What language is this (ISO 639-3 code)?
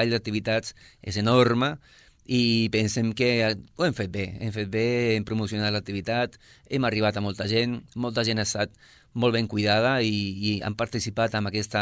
cat